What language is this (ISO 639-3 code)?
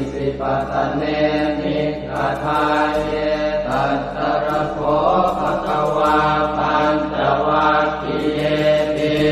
pli